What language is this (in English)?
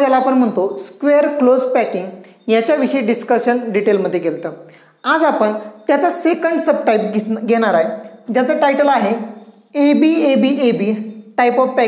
Marathi